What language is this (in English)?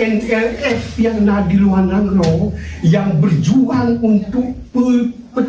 Achinese